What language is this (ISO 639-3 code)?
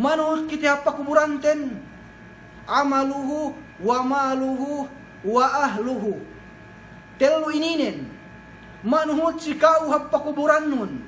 yka